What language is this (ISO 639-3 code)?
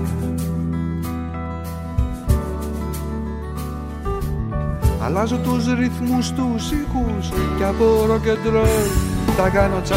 ell